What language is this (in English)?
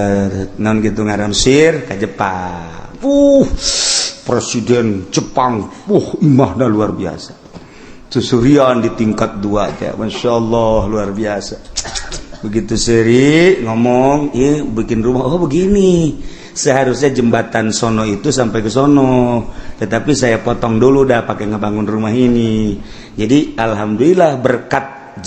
Sundanese